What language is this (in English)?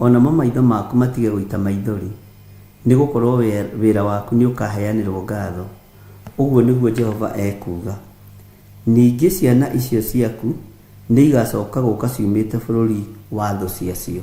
Kikuyu